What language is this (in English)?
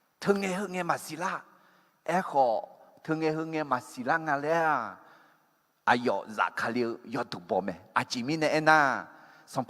Akha